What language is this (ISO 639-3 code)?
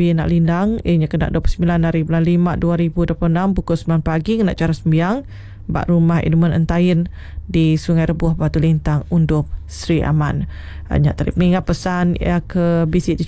iba